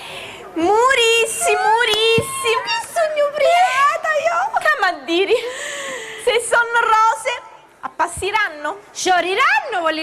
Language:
Sicilian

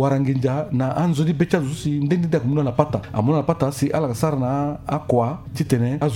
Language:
Sango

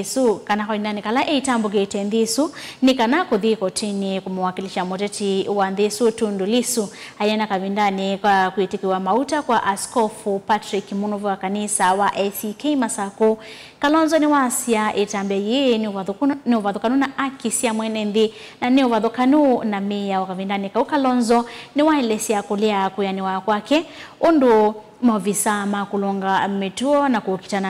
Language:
Kamba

